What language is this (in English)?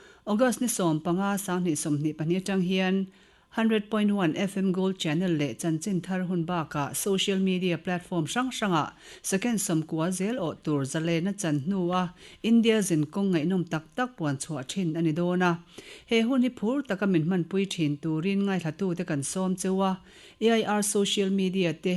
Mizo